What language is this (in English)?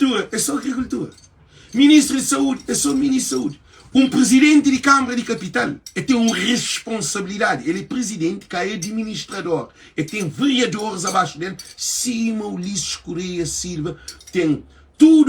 Kabuverdianu